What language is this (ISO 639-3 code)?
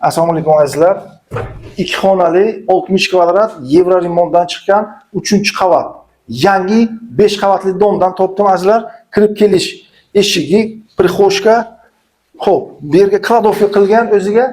uzb